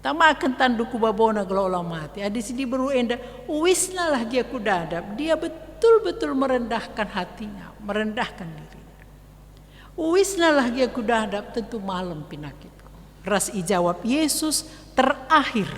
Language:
Batak Karo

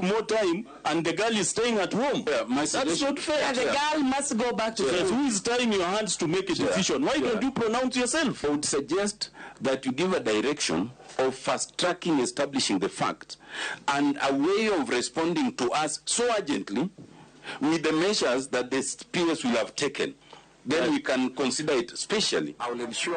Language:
Luo (Kenya and Tanzania)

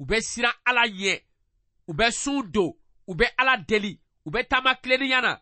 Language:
Bambara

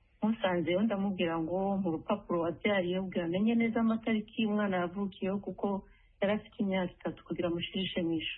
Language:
Kinyarwanda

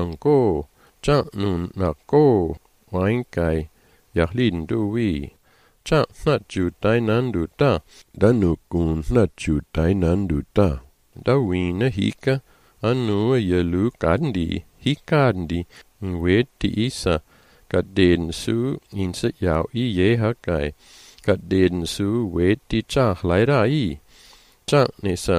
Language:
Malagasy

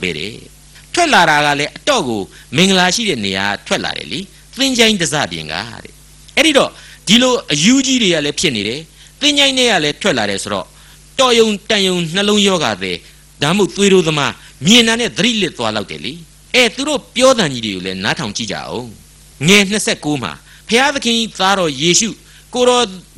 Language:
Burmese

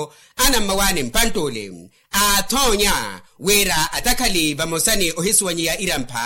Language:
Makhuwa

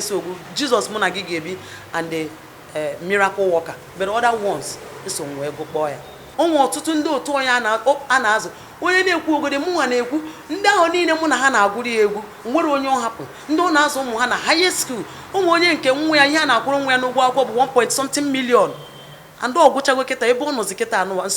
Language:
Igbo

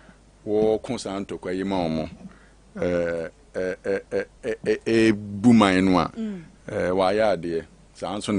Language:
Akan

